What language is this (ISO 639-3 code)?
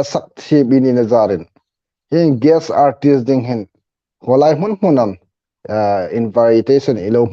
hmr